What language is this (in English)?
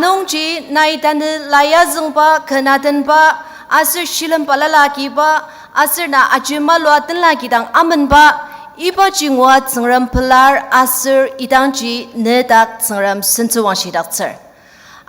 Ao Naga